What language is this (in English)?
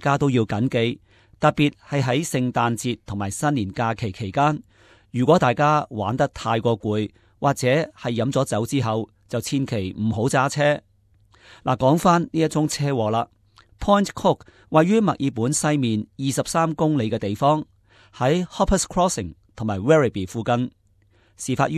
Cantonese